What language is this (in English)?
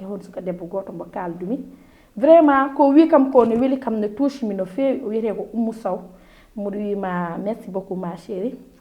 Fula